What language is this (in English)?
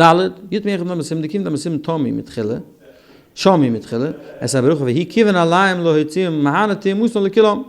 Yiddish